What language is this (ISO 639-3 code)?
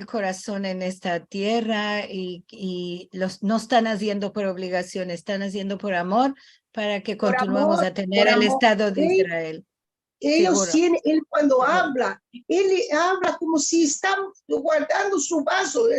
lad